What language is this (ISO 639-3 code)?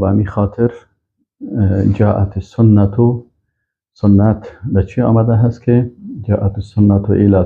fas